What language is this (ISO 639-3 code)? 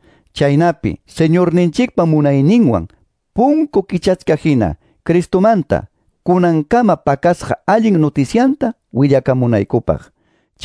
que